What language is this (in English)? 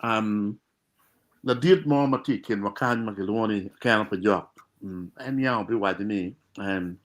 Acoli